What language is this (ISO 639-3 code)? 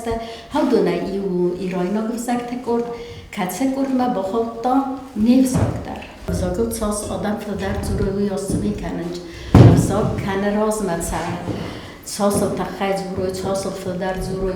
oss